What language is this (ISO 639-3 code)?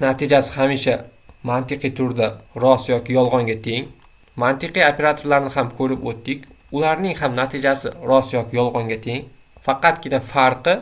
uzb